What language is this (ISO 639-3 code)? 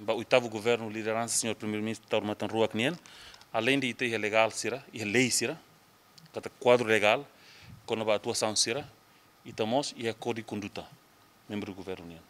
tet